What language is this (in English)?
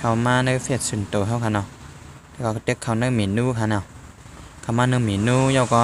Shan